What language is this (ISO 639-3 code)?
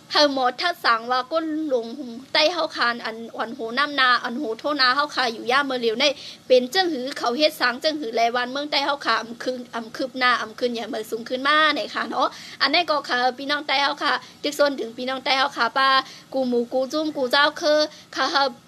shn